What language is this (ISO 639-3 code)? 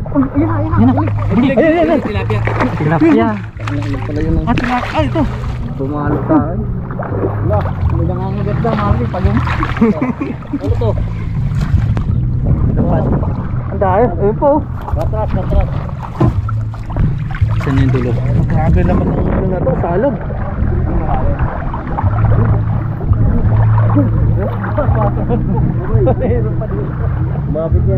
fil